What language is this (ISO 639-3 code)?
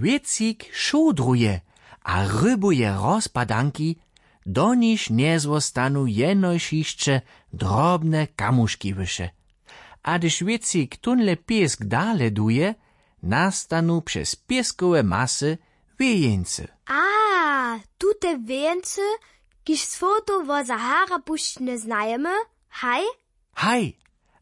hsb